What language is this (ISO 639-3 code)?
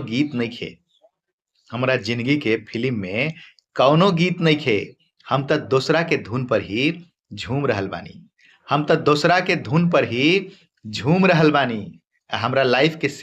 bho